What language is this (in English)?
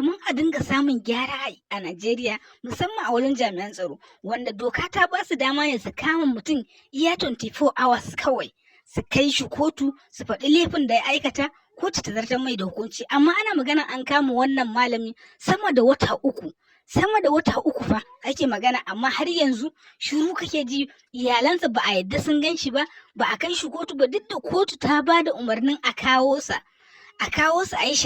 Hausa